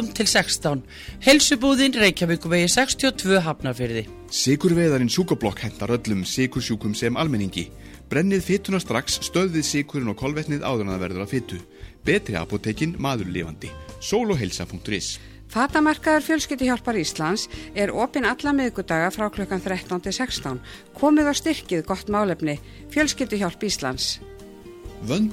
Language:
Icelandic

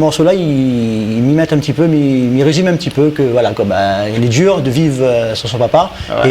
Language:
Réunion Creole French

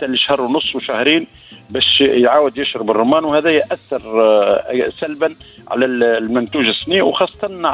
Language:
Tunisian Arabic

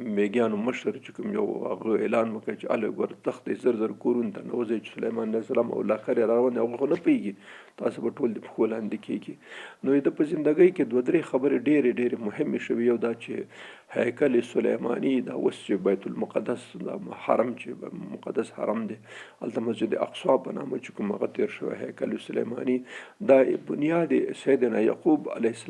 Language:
Pashto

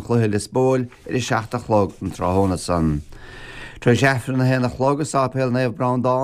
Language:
Irish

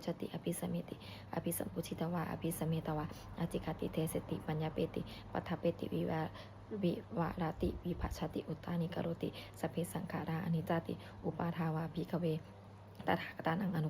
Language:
Pali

